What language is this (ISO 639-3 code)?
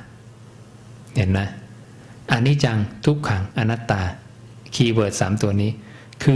tha